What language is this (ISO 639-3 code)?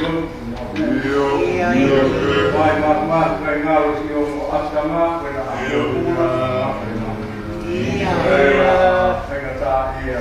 ton